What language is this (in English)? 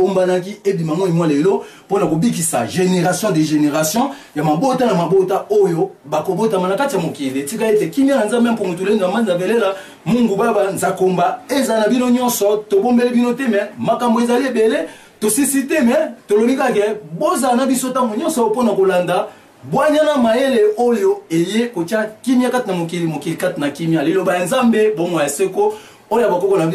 Lingala